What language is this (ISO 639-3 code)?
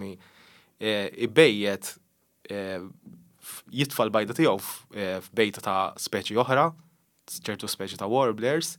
mlt